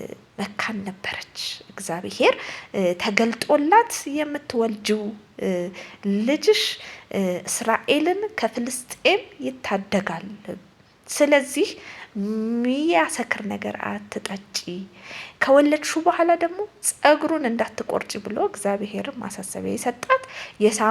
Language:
Amharic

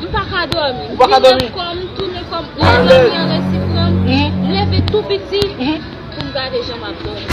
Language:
Haitian Creole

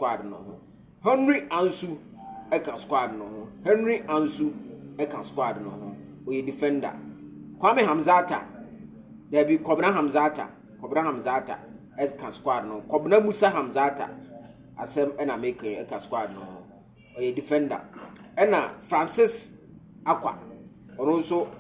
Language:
Akan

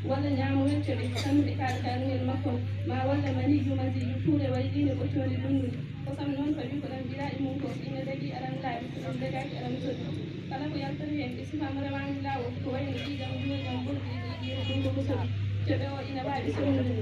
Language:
Fula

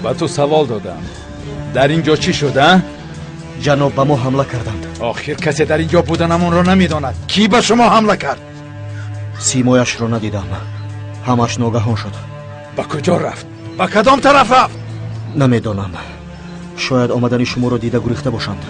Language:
Tajik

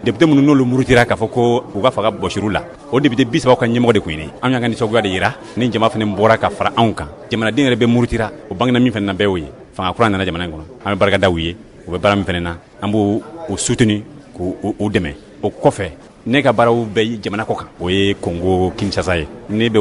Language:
Bambara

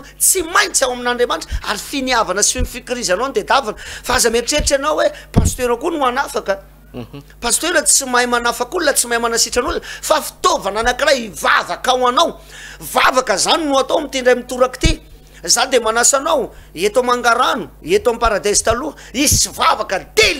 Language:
Malagasy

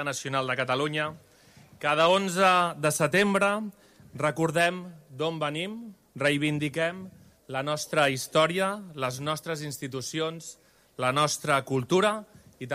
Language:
Catalan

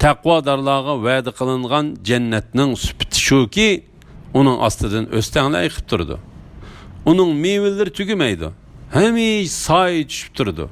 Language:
Uyghur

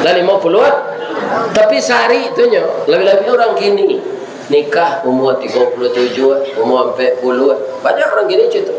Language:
Minangkabau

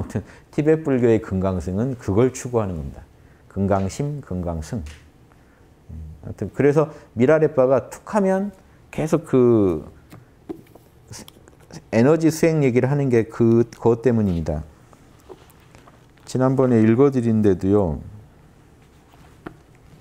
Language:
Korean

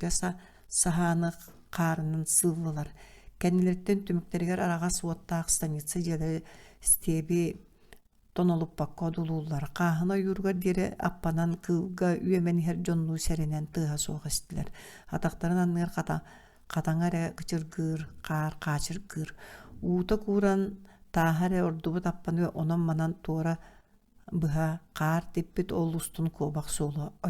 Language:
Yakut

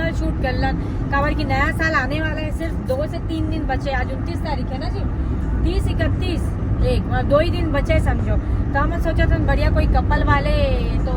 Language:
Chhattisgarhi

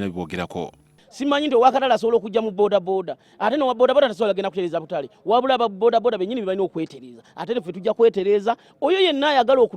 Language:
Ganda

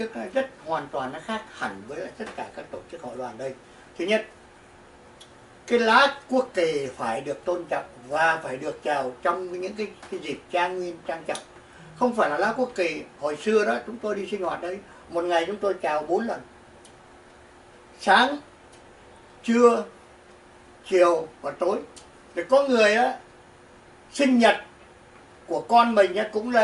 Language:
Vietnamese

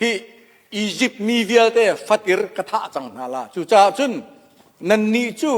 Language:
Hakha Chin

